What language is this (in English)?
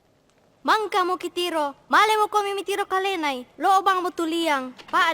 Toraja-Sa'dan